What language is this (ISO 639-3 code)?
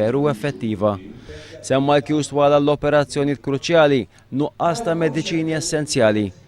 mlt